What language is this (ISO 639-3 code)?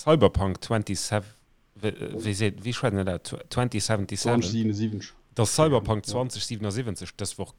ltz